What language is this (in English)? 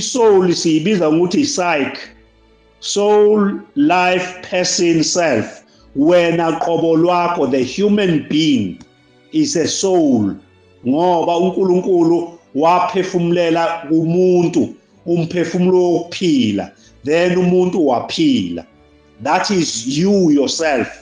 Zulu